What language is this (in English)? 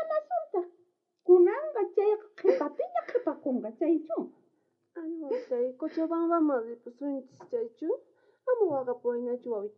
South Bolivian Quechua